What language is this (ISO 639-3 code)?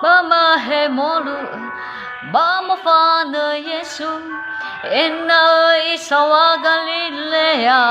nia